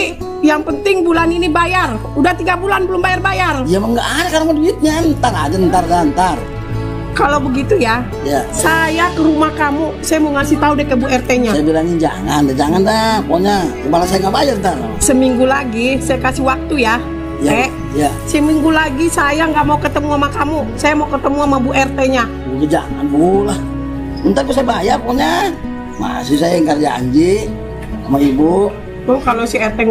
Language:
Betawi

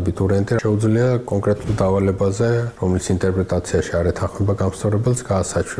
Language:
Georgian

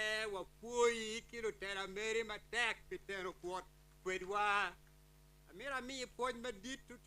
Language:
Acoli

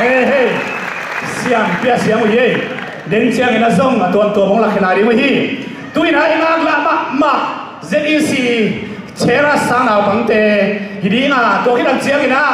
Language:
Tedim Chin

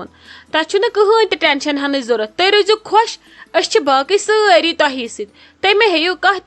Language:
Kashmiri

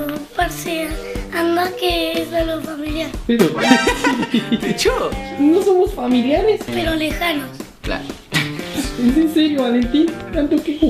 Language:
Spanish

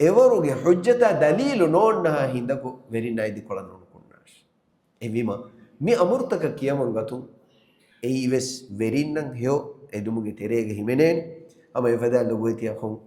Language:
Divehi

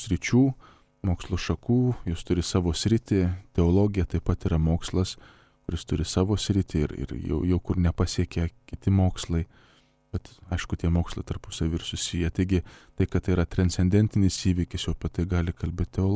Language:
Lithuanian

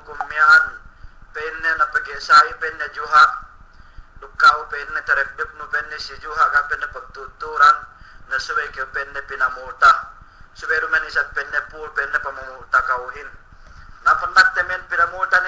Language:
Yakan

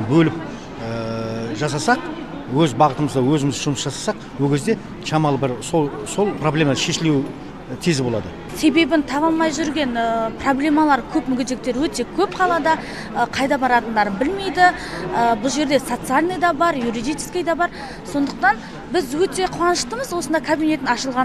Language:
Kazakh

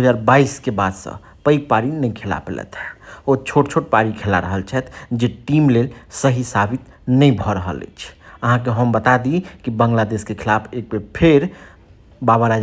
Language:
Maithili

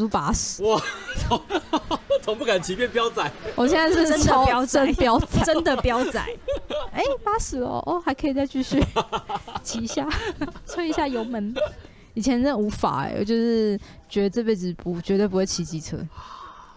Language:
Chinese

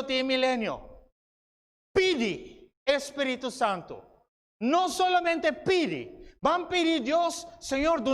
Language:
Papiamento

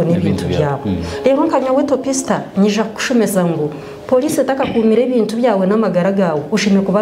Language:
Nyankole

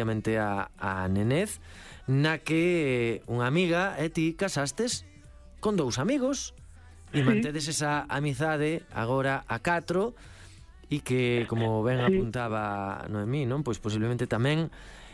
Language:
Galician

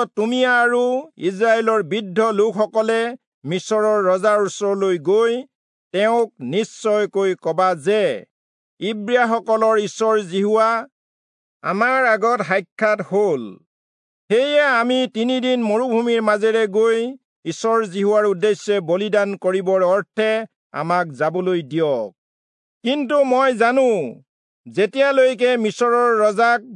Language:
Assamese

